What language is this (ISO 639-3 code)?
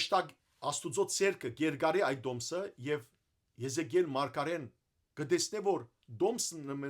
hyw